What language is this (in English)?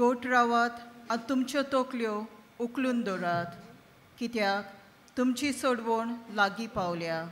Konkani